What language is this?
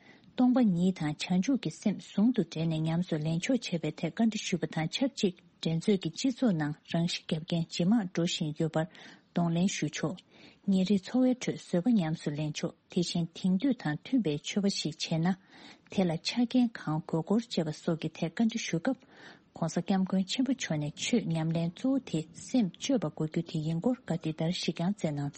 Tibetan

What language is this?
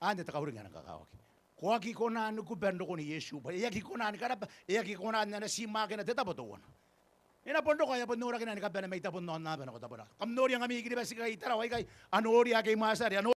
Gilbertese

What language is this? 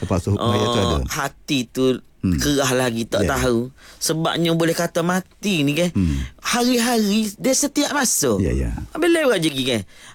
Malay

